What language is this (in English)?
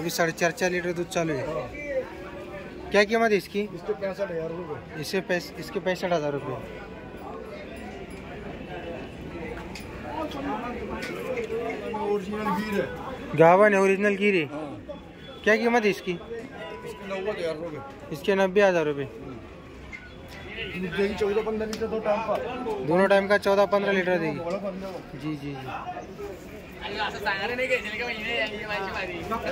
Hindi